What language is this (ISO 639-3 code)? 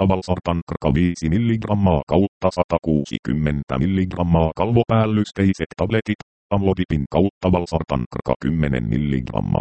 fin